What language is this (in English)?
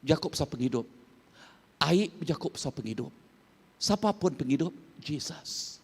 Iban